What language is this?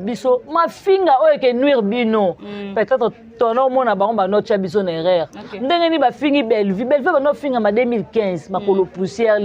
Lingala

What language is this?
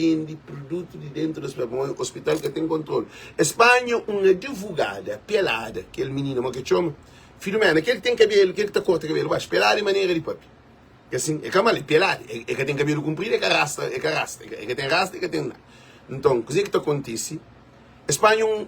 Kabuverdianu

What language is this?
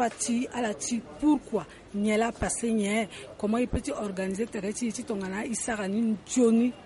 Sango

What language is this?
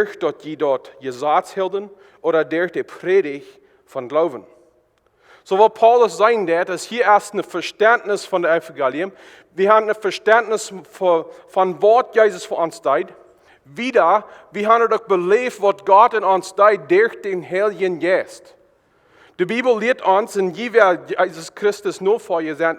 Plautdietsch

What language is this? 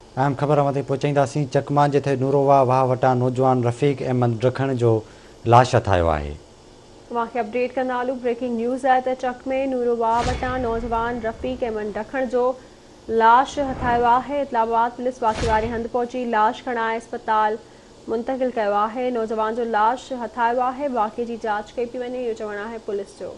Sindhi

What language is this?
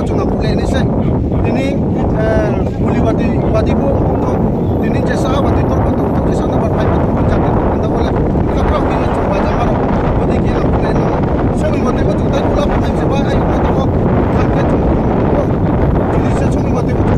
Riang (India)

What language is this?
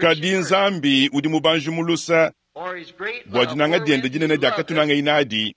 Luba-Lulua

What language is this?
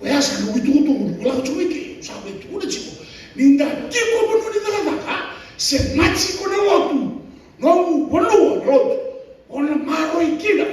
Fijian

